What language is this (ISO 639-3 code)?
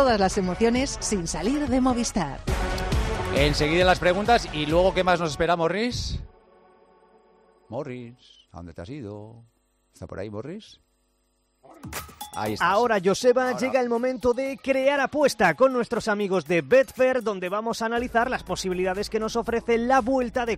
spa